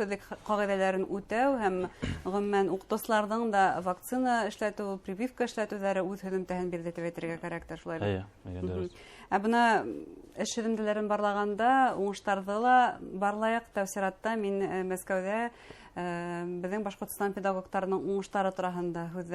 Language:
Bashkir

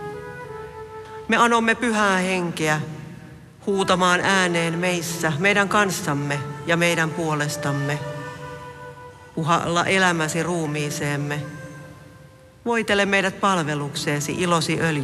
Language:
Finnish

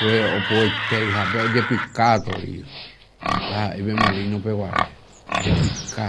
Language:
Guarani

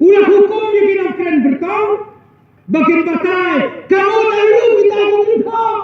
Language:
Khasi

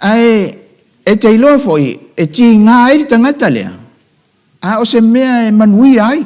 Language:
Samoan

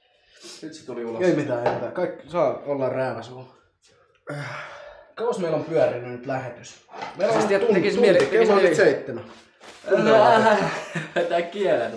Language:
Finnish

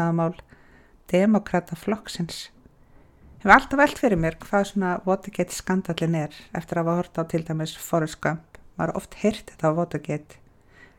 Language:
Icelandic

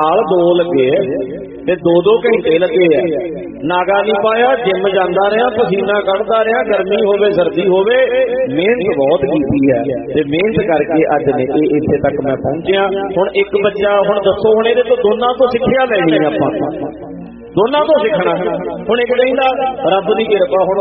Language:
Punjabi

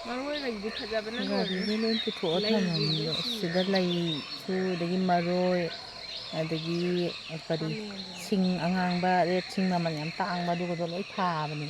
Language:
Manipuri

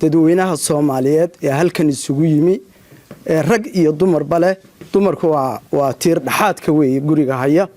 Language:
Somali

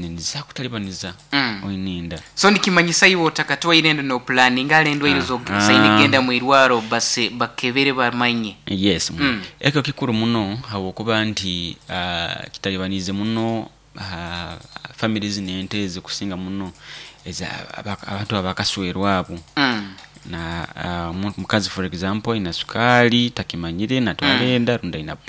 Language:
Nyoro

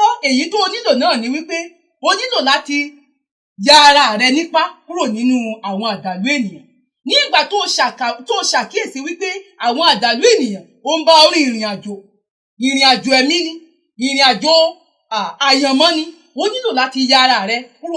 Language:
Yoruba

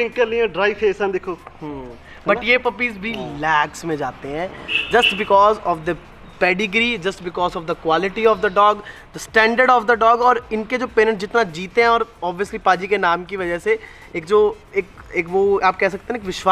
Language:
Hindi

